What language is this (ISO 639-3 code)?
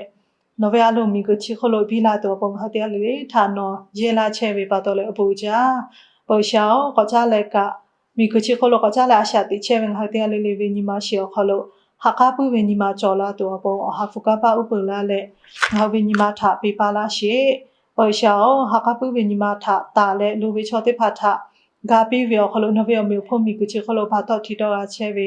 lhu